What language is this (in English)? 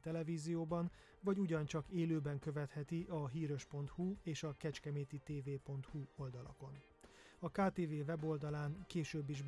Hungarian